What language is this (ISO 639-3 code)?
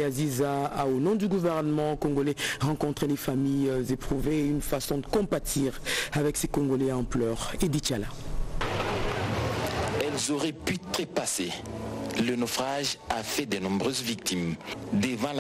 fra